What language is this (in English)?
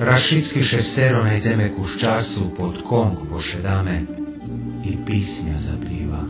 Rusyn